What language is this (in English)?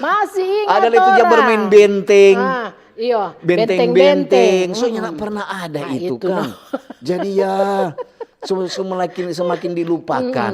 Manado Malay